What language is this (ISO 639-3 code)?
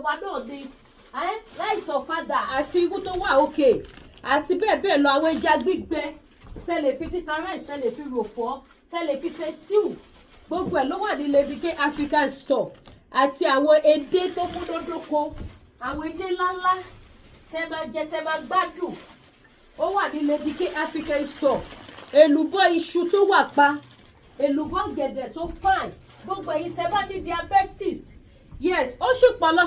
yor